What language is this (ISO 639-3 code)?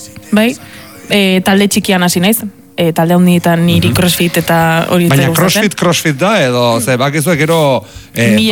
eus